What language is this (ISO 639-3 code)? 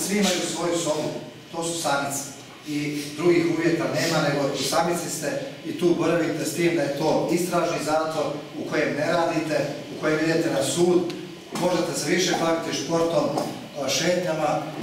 hrv